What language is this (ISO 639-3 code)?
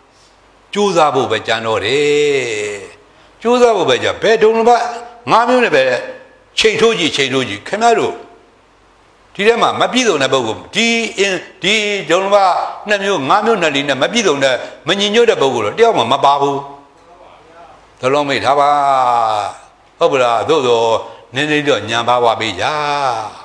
mya